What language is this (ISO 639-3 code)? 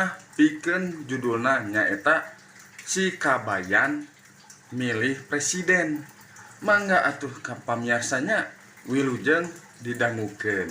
sun